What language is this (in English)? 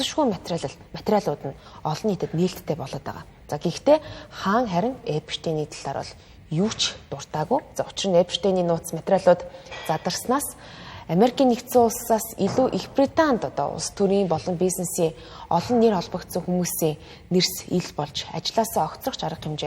Mongolian